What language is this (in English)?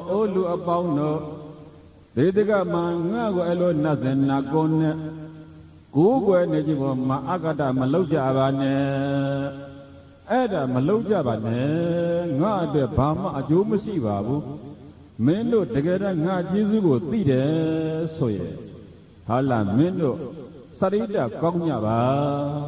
Burmese